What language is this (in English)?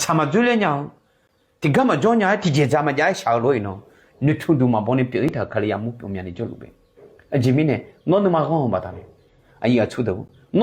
Akha